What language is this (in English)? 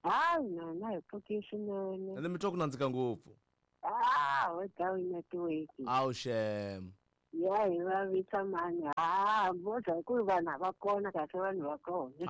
Tsonga